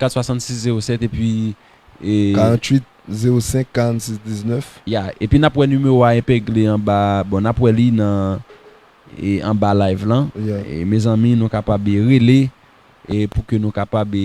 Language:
Haitian Creole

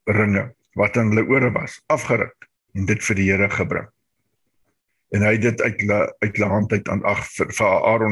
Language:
Afrikaans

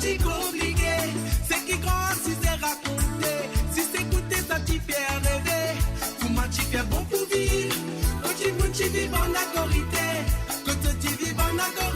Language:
Morisyen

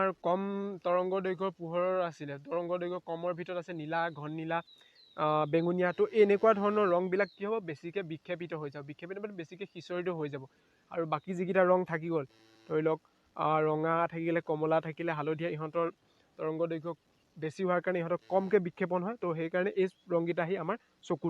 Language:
Assamese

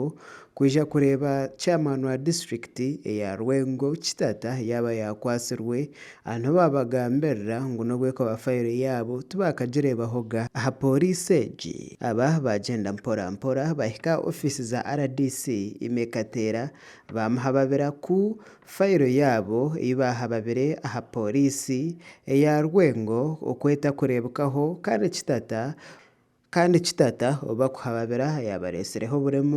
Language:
Nyankole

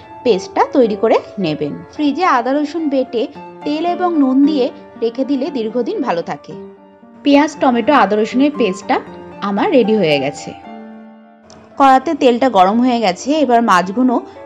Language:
Bangla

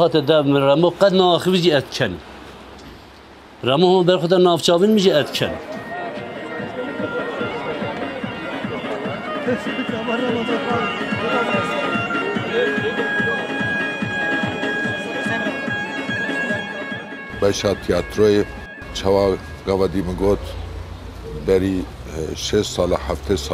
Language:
Kurdish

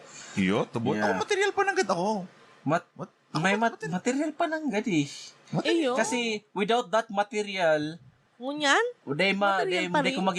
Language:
Bikol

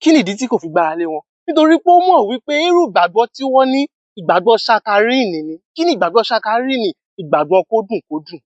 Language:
Yoruba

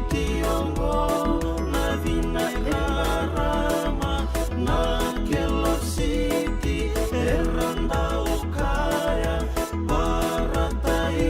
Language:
Fijian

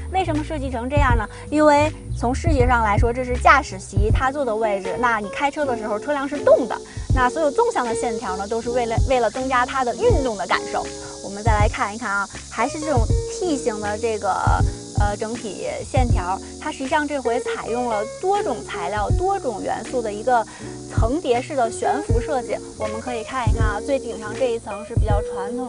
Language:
Chinese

